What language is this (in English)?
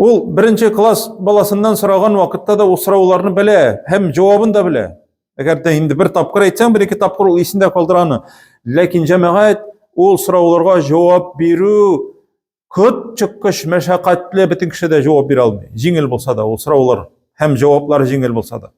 Tatar